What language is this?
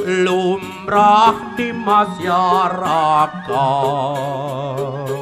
Balinese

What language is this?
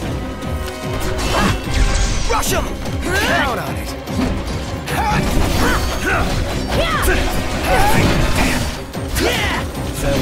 English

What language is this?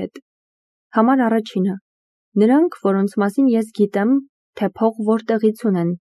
Armenian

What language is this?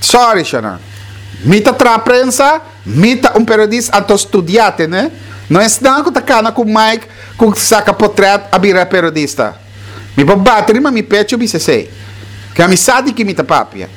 Papiamento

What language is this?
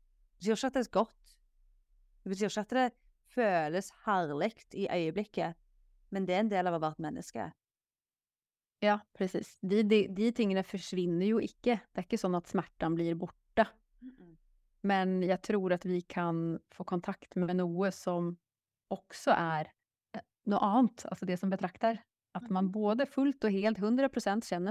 Norwegian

